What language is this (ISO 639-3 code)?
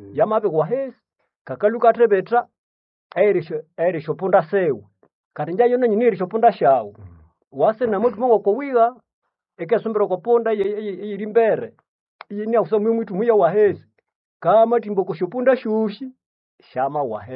nnb